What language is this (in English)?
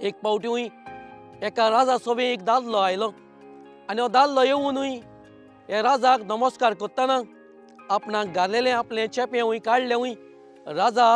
Konkani